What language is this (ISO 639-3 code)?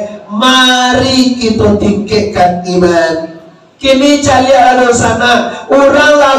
min